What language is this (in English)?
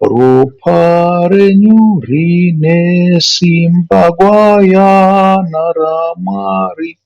Shona